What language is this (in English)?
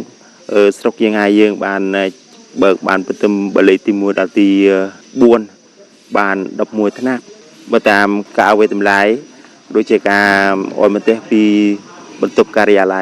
Khmer